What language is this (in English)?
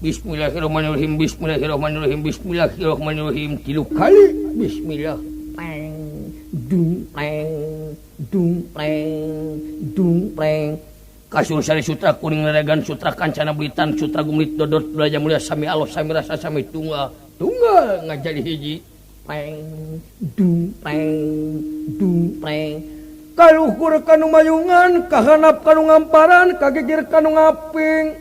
Sundanese